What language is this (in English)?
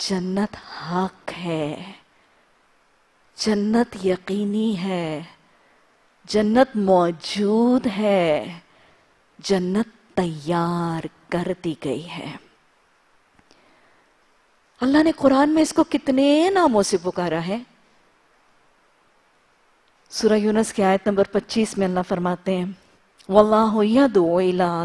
Urdu